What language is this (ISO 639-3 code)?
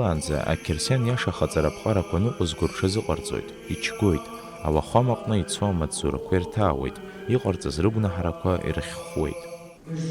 abk